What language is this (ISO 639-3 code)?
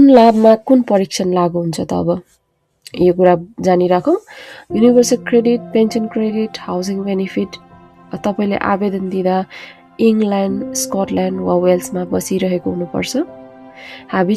nep